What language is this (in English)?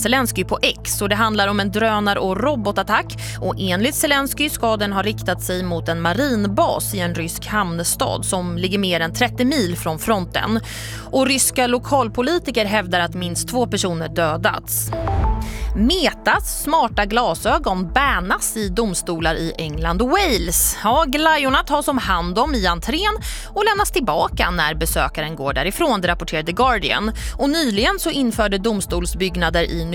Swedish